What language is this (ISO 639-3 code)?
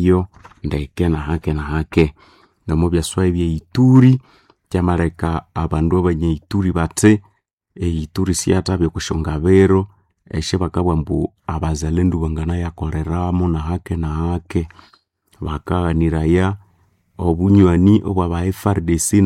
nnb